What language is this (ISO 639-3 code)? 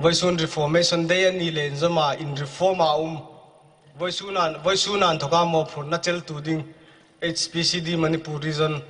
hmr